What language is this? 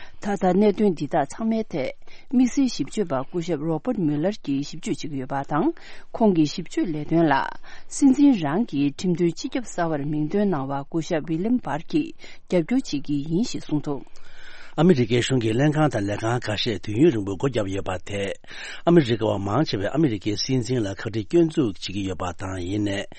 Tibetan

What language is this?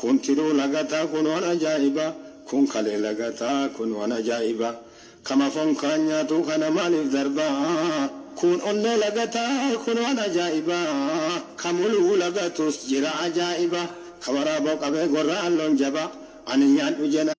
Oromo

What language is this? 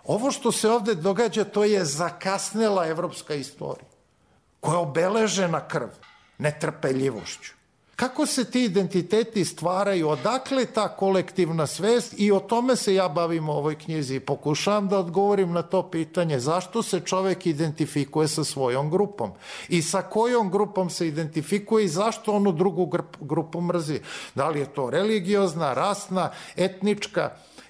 Serbian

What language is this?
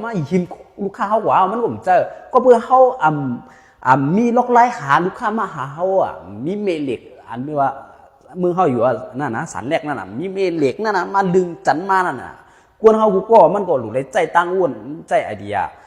Shan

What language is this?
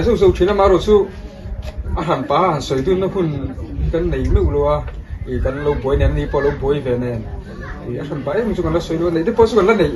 Mizo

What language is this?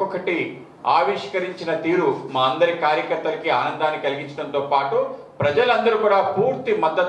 Telugu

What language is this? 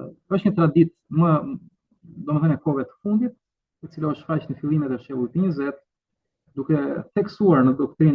Albanian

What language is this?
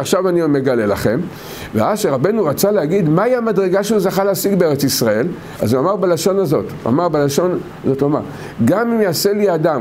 Hebrew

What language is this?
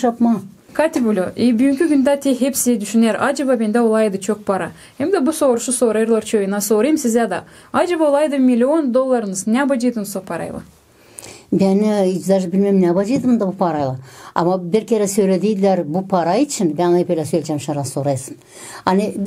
Gagauz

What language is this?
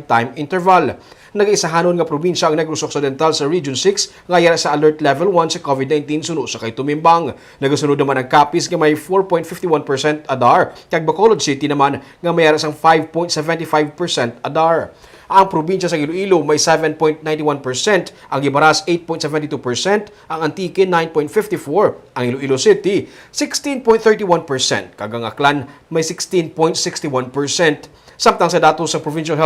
Hiligaynon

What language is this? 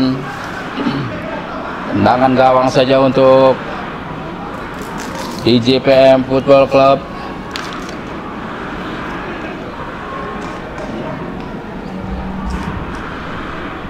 Indonesian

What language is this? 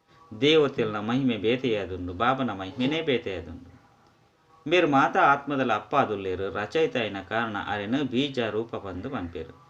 Tulu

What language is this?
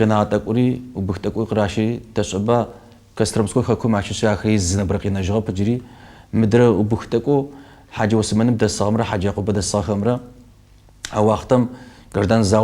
Kabardian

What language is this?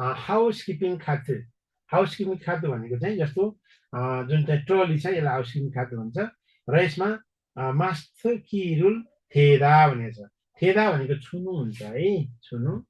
Nepali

